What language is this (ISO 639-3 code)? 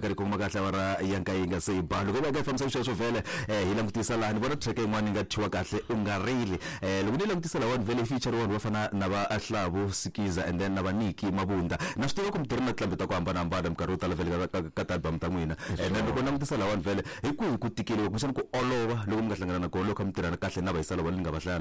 tso